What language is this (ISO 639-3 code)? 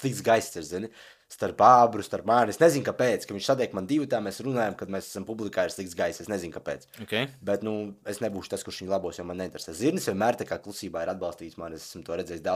lav